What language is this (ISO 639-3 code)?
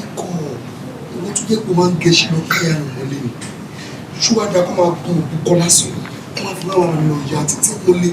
yor